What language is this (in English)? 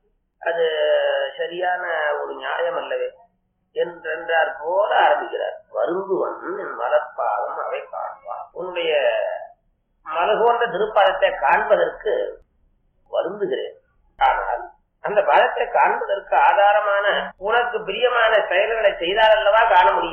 Tamil